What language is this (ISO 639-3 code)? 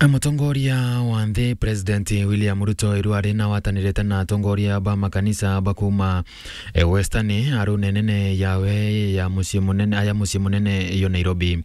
mer